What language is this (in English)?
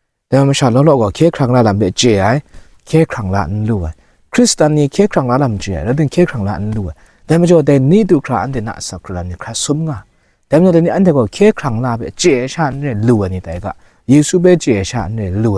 Kachin